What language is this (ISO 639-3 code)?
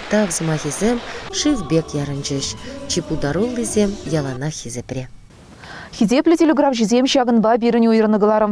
chv